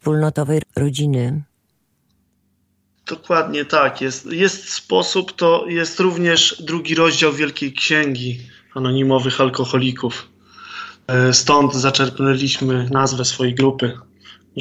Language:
Polish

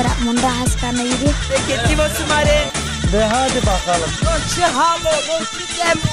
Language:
Zaza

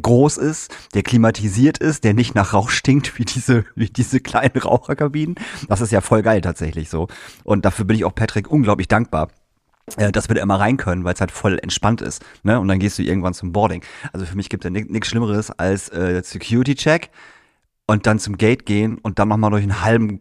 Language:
German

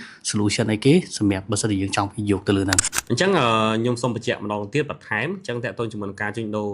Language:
Khmer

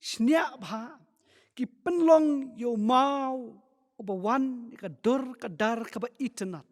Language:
Khasi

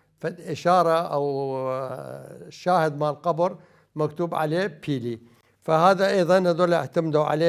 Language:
Mesopotamian Arabic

